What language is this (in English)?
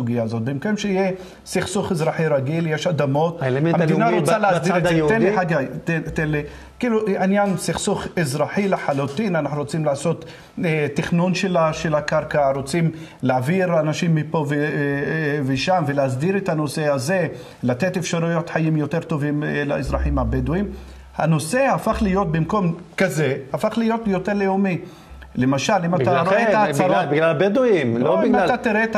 Hebrew